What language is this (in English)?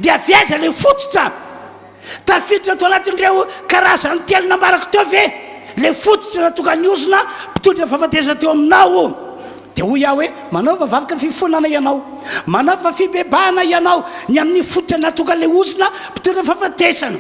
Malagasy